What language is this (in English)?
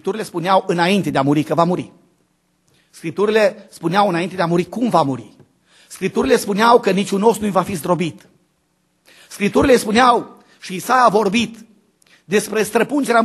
Romanian